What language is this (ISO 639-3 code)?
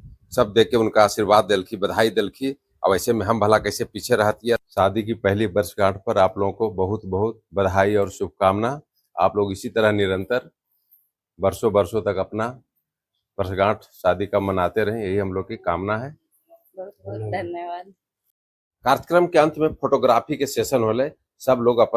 mag